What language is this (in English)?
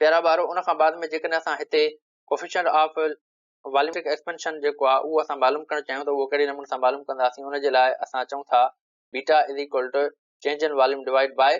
Sindhi